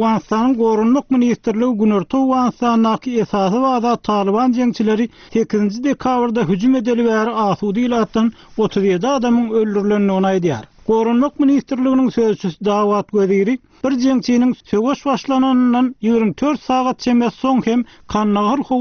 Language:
Turkmen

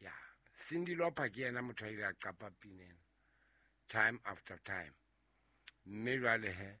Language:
Southern Sotho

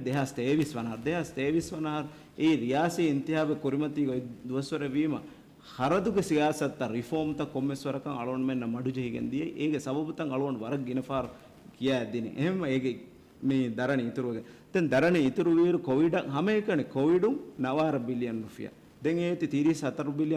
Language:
Divehi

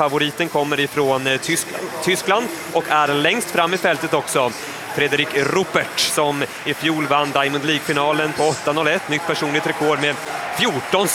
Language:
Swedish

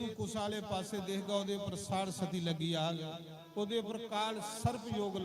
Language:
Dogri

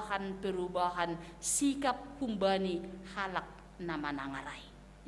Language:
Batak Simalungun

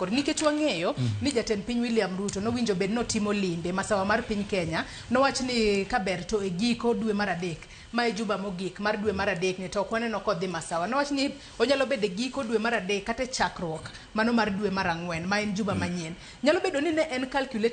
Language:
Luo (Kenya and Tanzania)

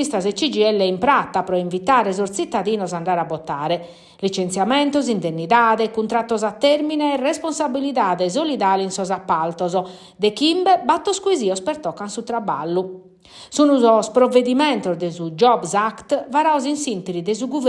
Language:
Sardinian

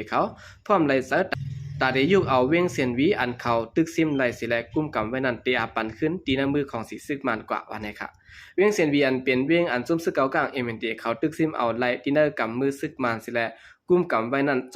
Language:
Shan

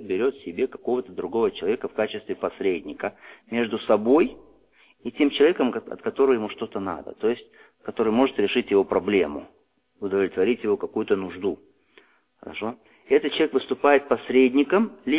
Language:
Russian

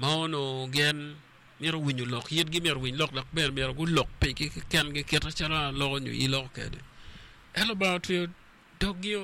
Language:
Acoli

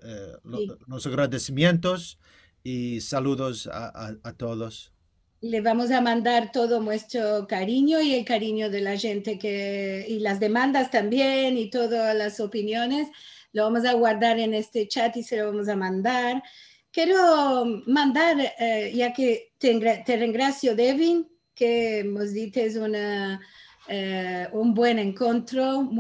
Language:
Ladino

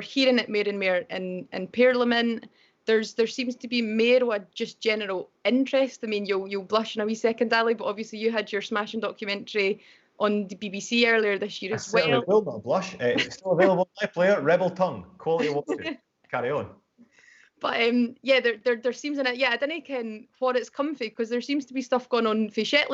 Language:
Scots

